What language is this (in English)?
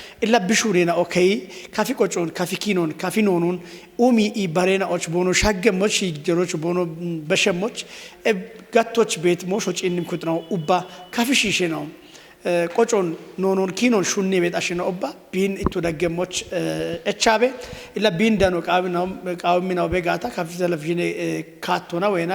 Kafa